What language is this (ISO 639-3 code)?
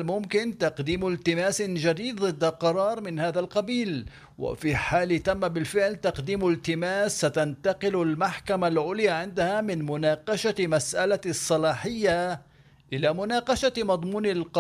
ara